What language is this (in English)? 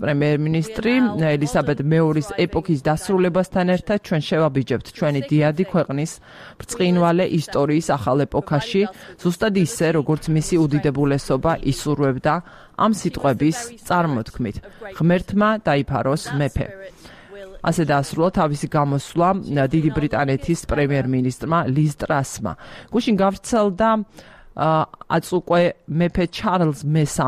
Georgian